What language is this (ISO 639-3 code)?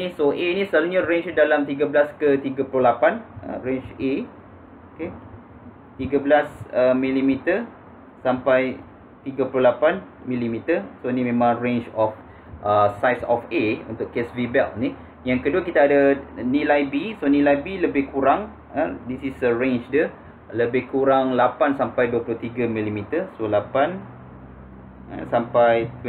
msa